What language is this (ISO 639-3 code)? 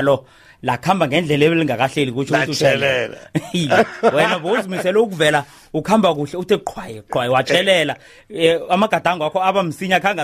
nbl